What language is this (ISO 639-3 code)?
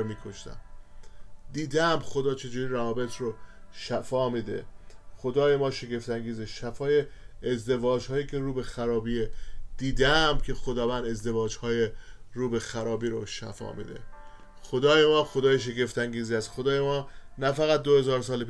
fas